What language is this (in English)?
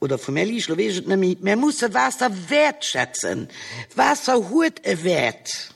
Luxembourgish